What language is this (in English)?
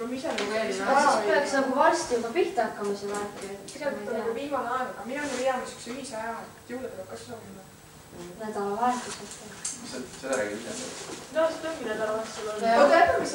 Estonian